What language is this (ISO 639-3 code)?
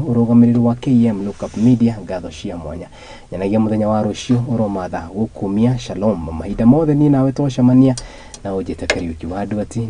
kik